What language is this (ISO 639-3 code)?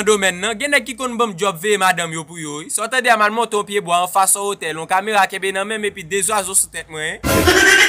hat